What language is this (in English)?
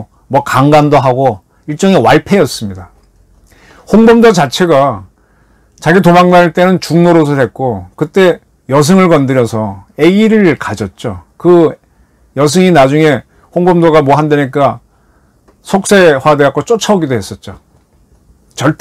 Korean